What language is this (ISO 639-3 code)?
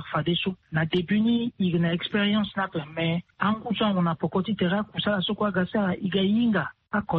sag